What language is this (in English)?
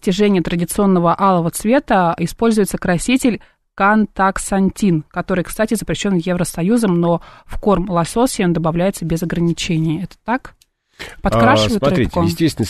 Russian